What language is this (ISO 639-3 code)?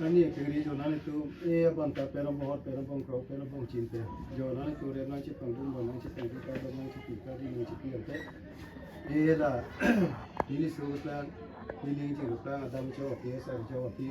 mjw